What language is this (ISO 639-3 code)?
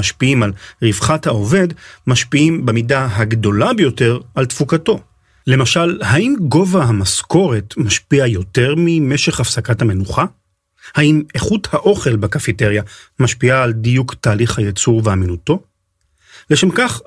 heb